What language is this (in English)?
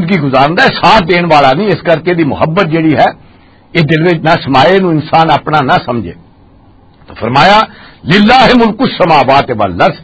Western Panjabi